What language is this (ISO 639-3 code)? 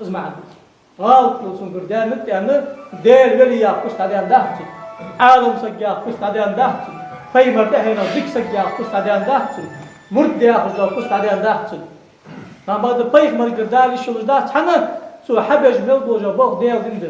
inh